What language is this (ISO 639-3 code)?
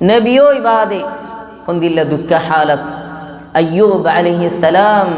rhg